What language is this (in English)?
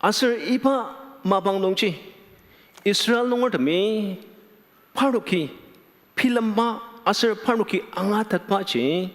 Ao Naga